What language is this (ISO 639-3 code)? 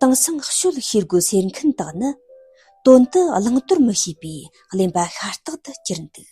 bod